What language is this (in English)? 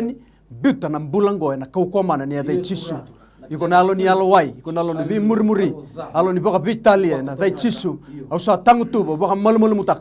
Fijian